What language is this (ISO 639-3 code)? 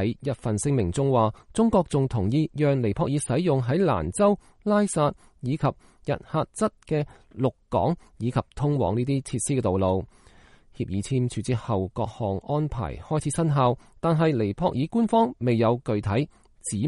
yue